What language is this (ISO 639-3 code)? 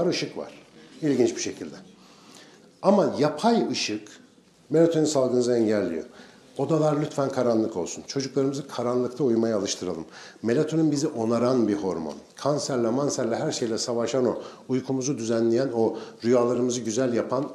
tur